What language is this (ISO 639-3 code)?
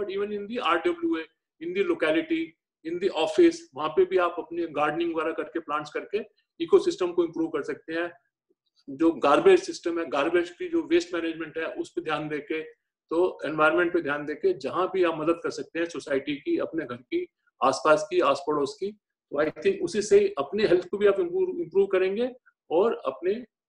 hin